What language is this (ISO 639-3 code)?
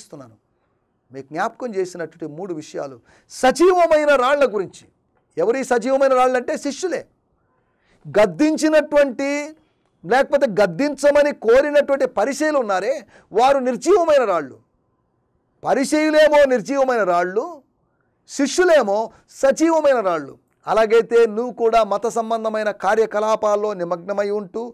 tel